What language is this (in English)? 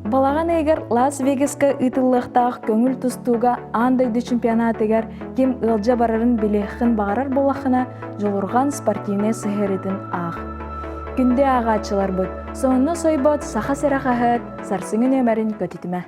Yakut